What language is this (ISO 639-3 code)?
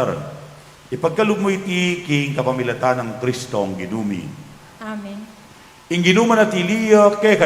pam